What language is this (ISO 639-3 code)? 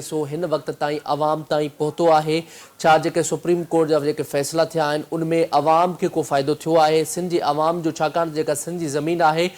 snd